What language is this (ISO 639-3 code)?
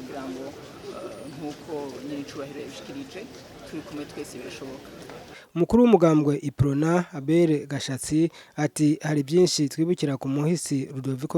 run